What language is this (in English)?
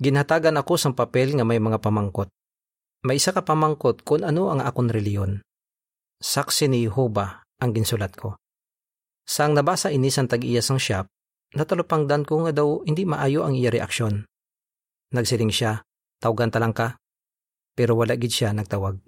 Hiligaynon